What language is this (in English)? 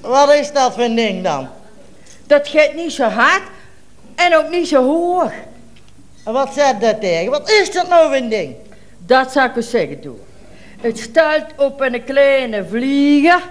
Limburgish